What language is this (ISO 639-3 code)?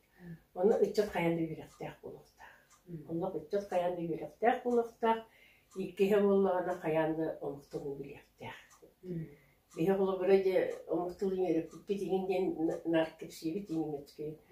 sah